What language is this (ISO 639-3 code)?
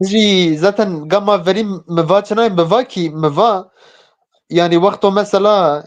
zza